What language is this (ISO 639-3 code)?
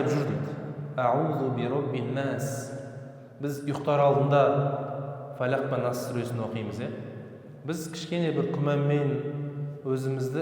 kaz